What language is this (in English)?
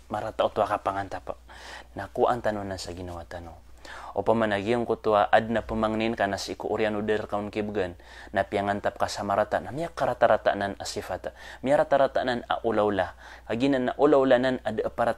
Maranao